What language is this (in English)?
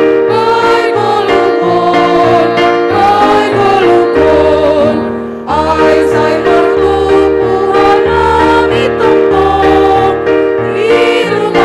Batak Simalungun